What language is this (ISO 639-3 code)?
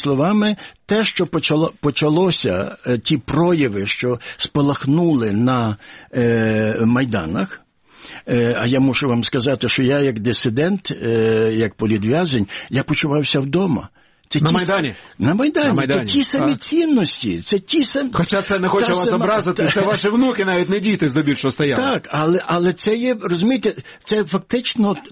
ukr